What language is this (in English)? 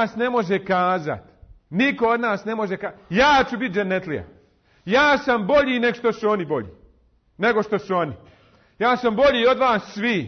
Bosnian